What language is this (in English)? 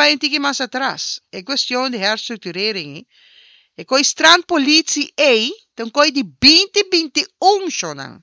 Papiamento